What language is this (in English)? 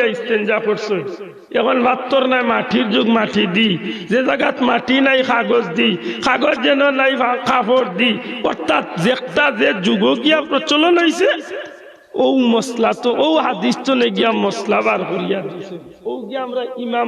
Sylheti